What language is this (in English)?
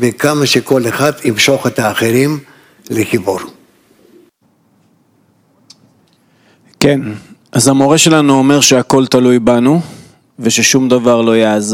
Hebrew